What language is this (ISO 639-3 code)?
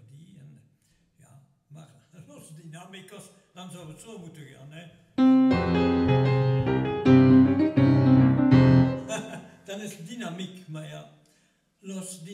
nld